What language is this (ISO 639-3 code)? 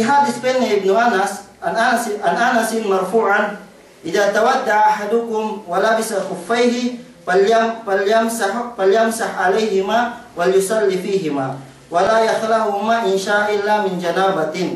yka